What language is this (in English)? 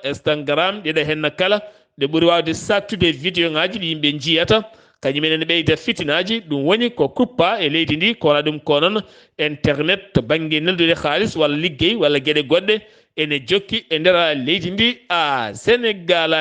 Fula